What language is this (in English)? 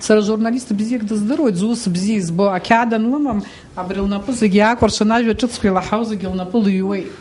Abkhazian